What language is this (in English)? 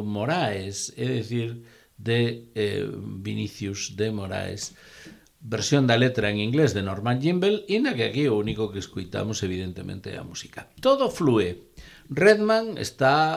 Galician